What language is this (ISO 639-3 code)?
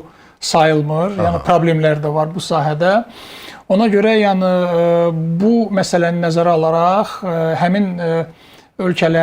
aze